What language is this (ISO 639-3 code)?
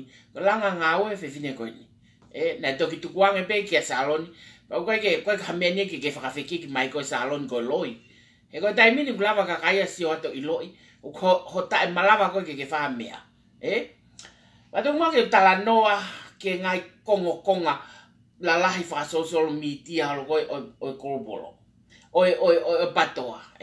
ton